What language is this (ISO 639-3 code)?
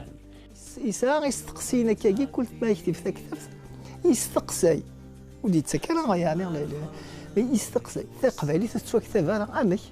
kab